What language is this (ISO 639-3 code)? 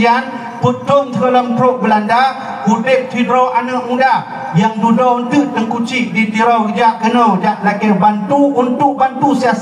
ace